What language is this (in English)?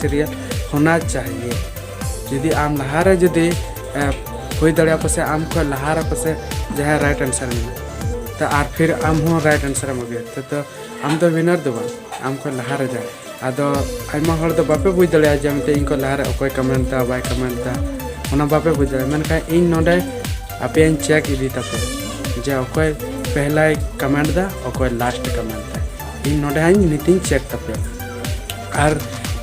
Santali